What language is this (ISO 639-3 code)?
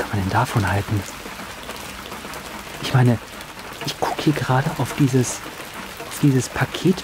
deu